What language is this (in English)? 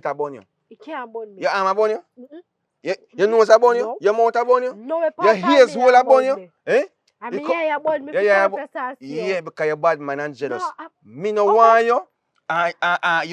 Jamaican Creole English